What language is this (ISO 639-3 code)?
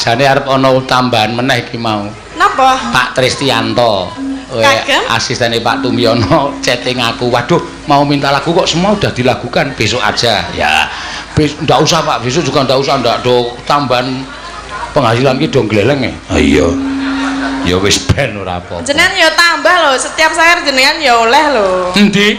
jav